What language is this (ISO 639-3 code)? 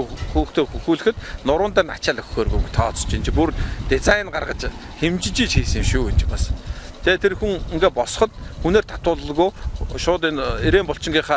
mon